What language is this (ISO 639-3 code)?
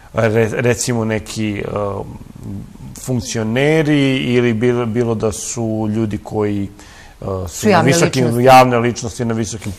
srp